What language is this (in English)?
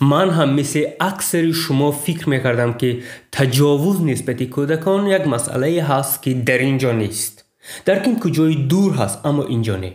Tajik